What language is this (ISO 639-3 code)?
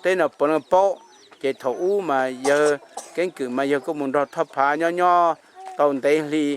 hmn